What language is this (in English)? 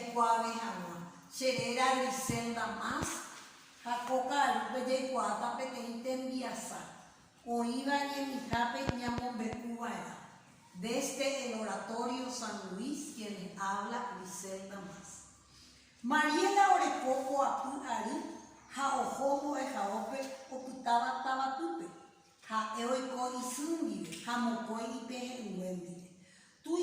Guarani